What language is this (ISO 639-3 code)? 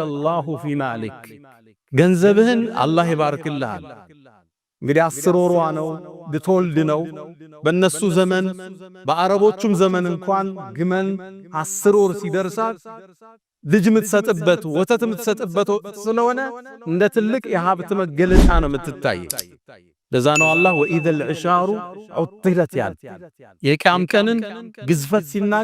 amh